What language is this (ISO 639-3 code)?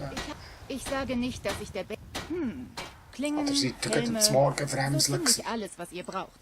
gsw